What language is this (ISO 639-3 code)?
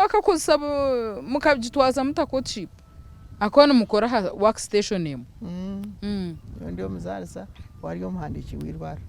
nyn